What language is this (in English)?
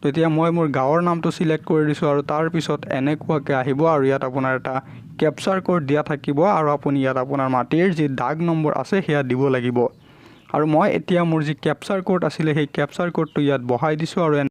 Assamese